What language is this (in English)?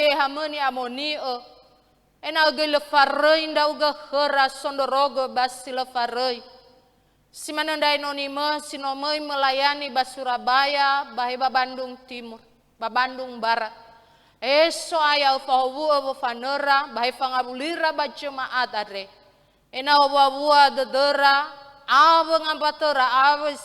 Nias